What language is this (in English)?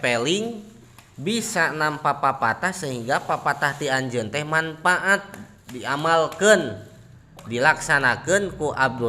Sundanese